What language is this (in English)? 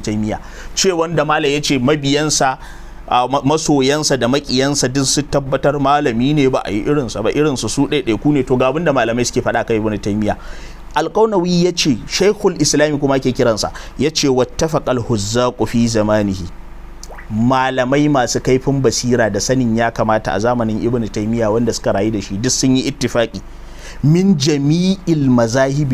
Hausa